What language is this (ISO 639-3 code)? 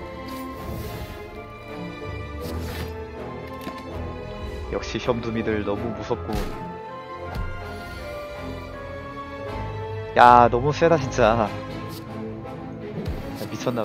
kor